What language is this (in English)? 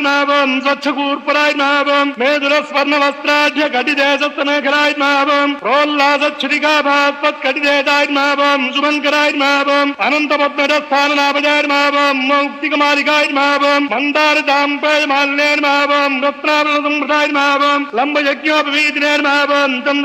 Telugu